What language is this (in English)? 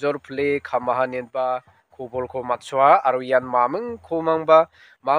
Garo